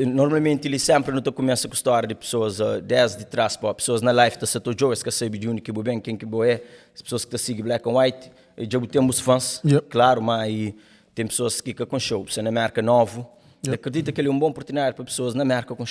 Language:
Kabuverdianu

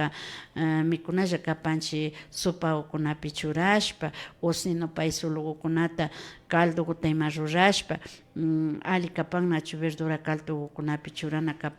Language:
Imbabura Highland Quichua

